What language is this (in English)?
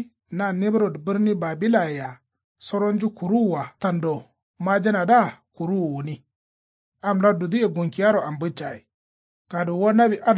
Kanuri